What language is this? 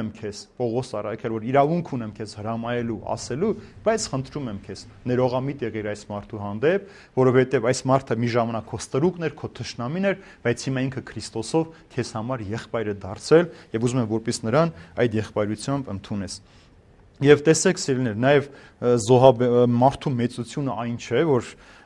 Armenian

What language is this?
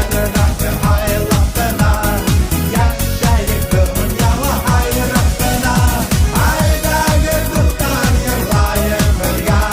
Bashkir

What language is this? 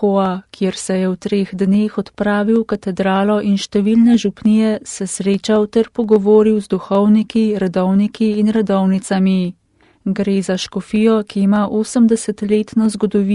Slovenian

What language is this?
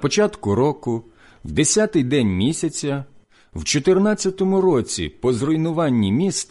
Ukrainian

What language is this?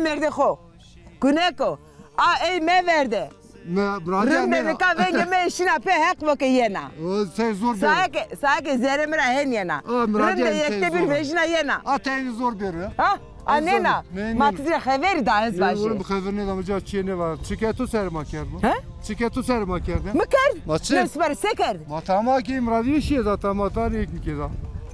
Zaza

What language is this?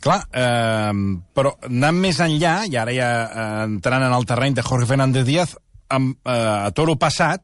Catalan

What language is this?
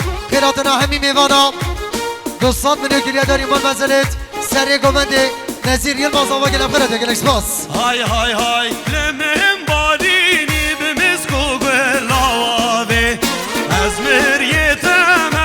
Kurdish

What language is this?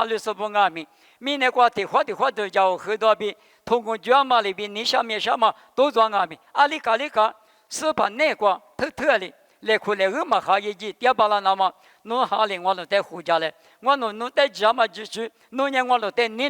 Lisu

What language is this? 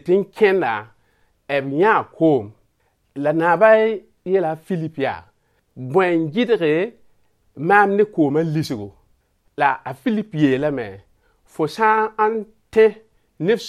Mossi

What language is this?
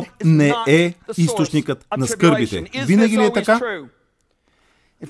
Bulgarian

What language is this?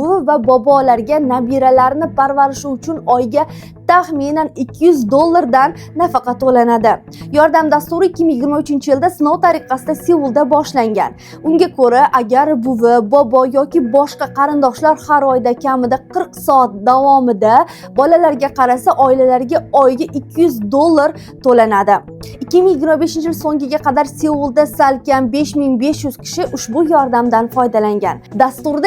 Uzbek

